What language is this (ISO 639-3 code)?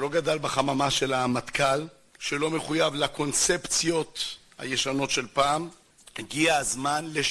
heb